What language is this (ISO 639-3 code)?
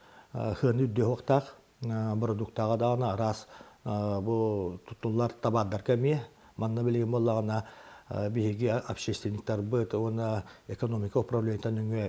sah